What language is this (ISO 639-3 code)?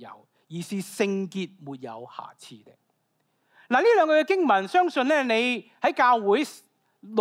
yue